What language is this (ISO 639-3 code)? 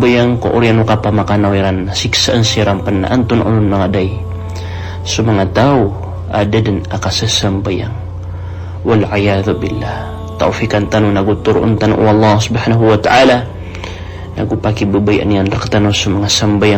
mrw